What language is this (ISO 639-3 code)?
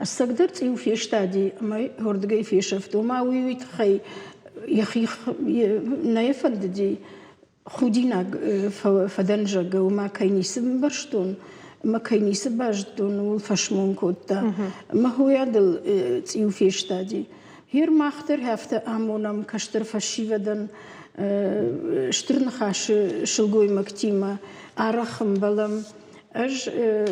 oss